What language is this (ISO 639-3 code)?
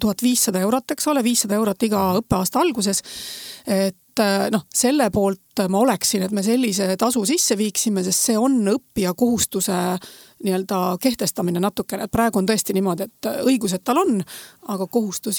est